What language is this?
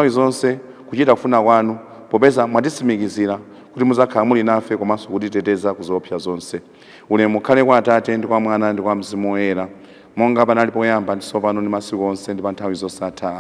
Nyanja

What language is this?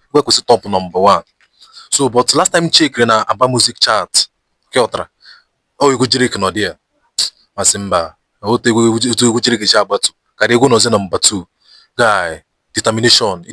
Igbo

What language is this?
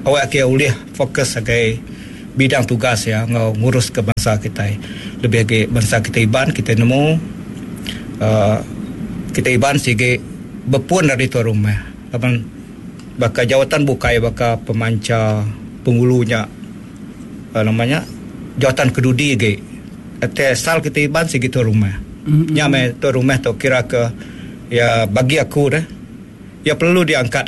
Iban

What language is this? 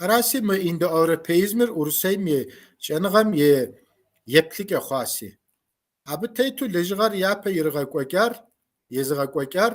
Kabardian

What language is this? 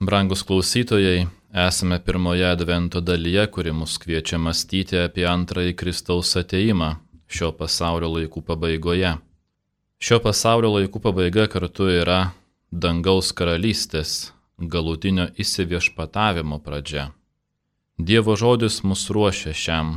Lithuanian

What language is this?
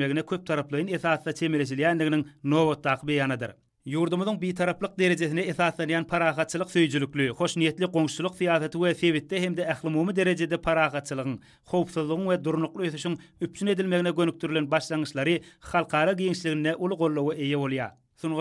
Turkmen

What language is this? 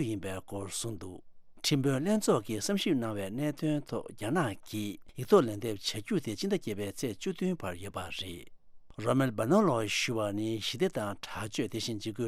Tibetan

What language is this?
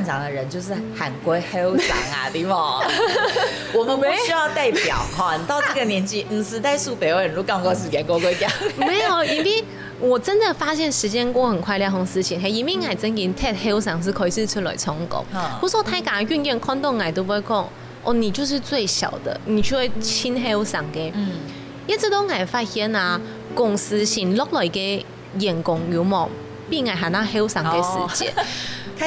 Hakka Chinese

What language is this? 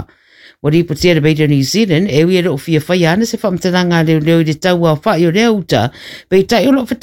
Samoan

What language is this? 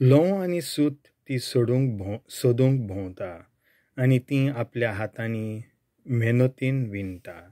Konkani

